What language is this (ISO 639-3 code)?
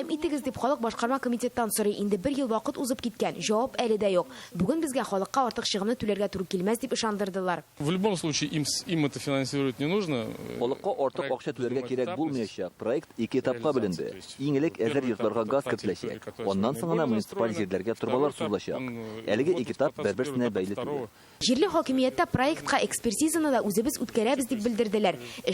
tat